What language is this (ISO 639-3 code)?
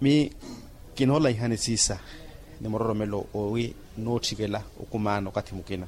vmw